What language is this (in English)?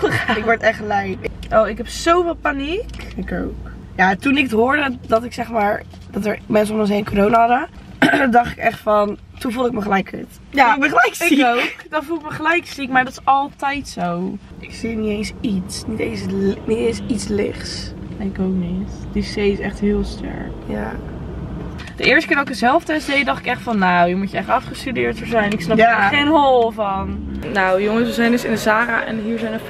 Dutch